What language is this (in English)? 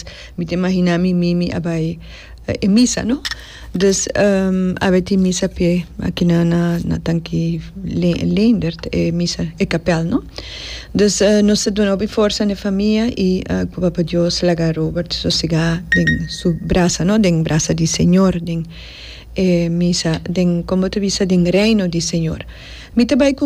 Papiamento